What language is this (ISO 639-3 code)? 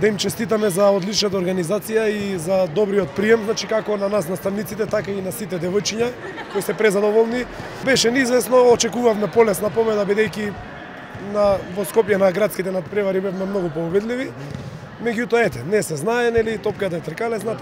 mkd